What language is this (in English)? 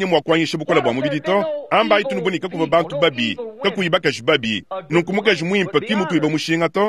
Luba-Lulua